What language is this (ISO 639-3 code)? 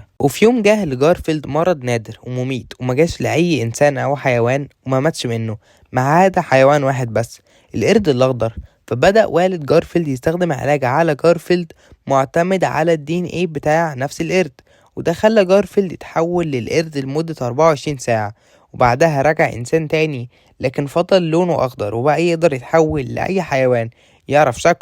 arz